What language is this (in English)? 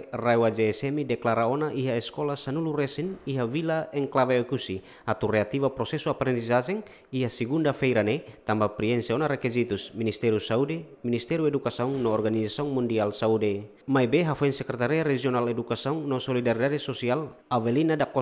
Tetum